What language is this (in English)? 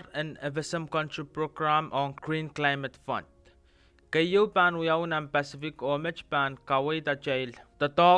Pohnpeian